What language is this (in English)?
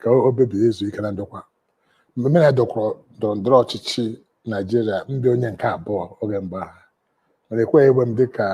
Igbo